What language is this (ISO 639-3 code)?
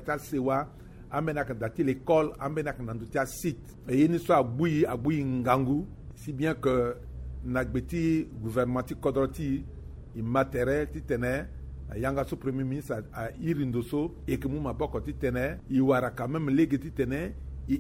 sag